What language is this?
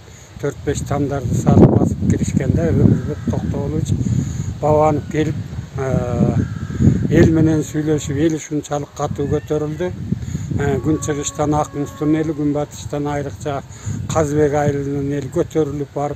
Kyrgyz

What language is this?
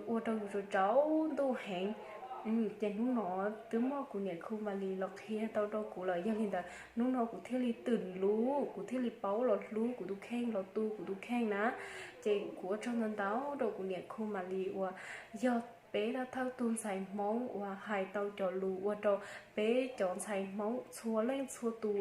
Hmong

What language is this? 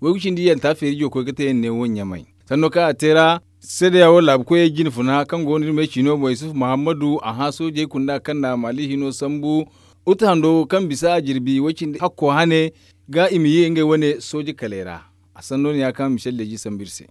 Zarma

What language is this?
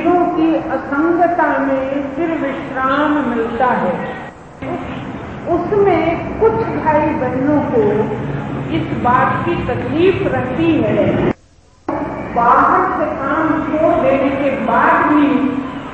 Hindi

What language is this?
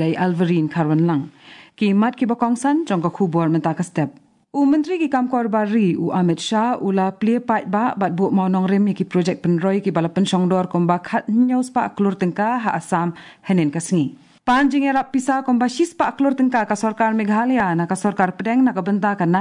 Khasi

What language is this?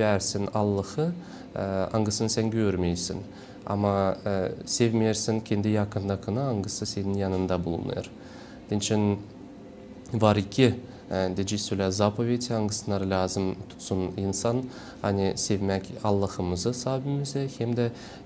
Gagauz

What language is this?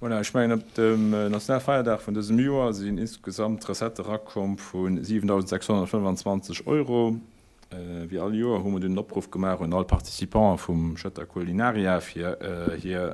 Luxembourgish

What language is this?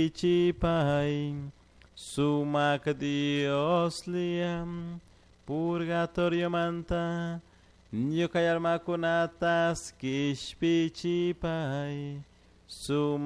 Chimborazo Highland Quichua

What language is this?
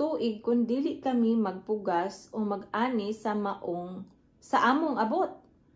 Cebuano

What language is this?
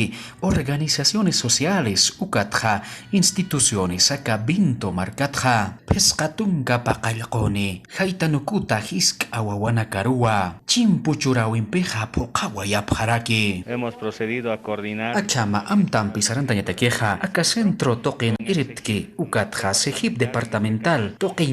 Aymara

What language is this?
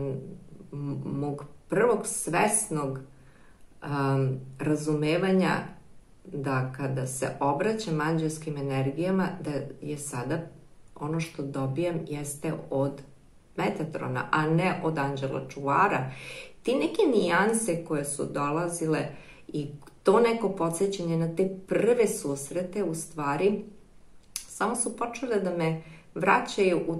Serbian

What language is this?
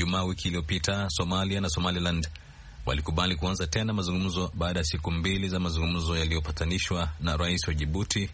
Swahili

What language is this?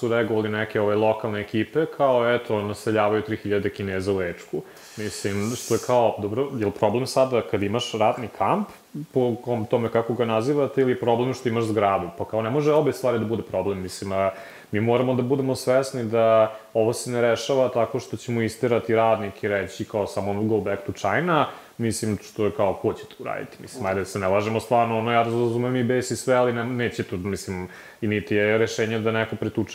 Serbian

